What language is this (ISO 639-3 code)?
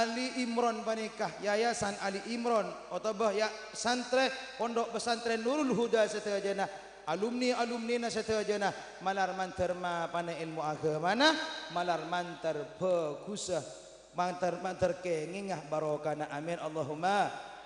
mad